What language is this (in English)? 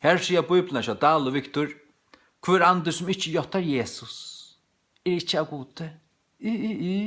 Faroese